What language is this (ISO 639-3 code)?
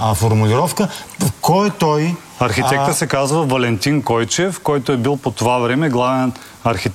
bul